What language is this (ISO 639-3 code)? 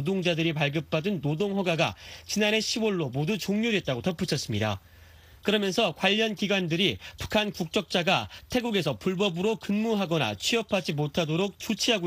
kor